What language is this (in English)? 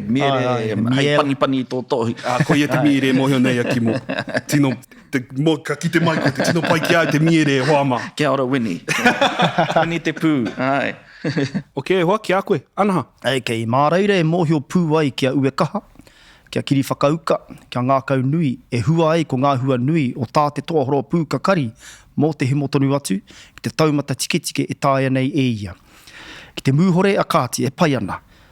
Māori